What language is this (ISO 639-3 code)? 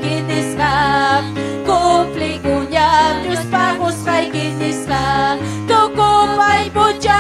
quy